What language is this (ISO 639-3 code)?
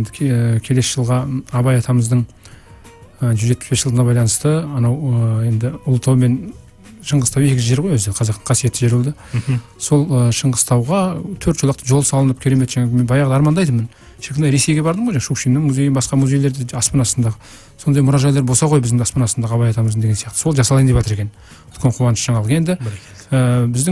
kaz